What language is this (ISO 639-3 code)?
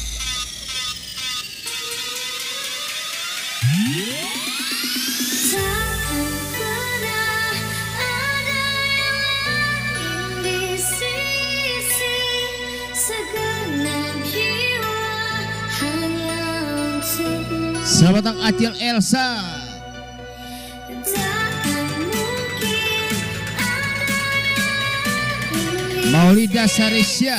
ind